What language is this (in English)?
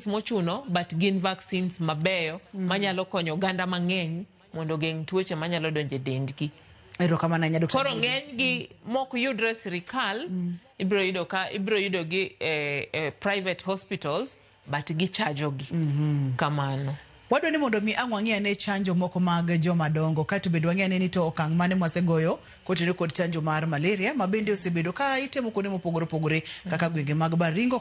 Luo (Kenya and Tanzania)